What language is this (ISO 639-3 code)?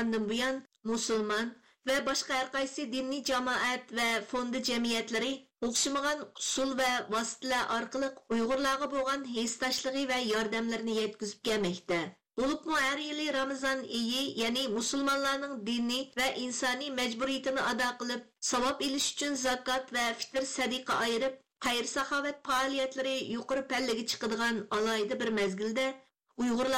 uig